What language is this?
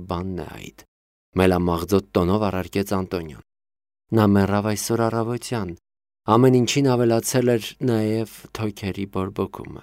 Armenian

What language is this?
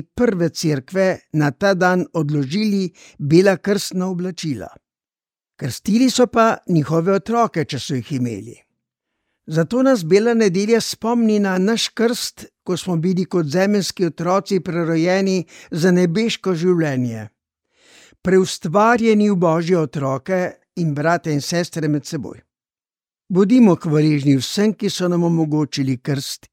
Slovenian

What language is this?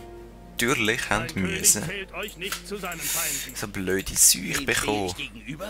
Swiss German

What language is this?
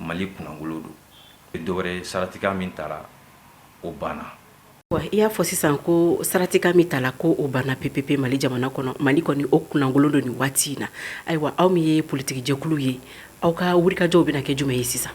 Bambara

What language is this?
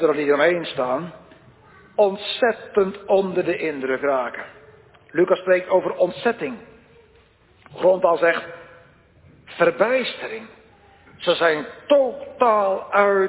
Dutch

